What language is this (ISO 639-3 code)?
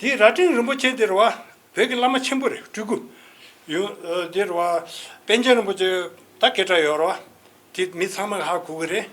bod